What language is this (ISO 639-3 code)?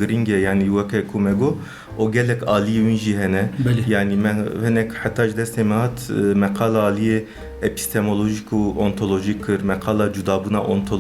kur